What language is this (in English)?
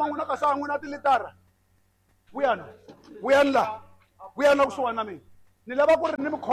Tsonga